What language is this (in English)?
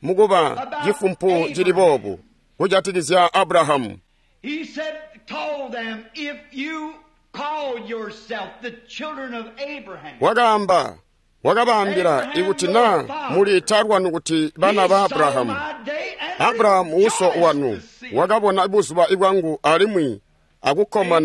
Tonga (Zambia)